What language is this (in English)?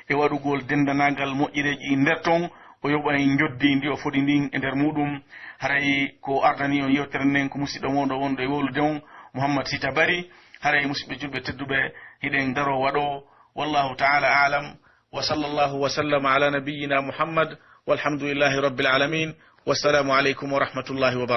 Pular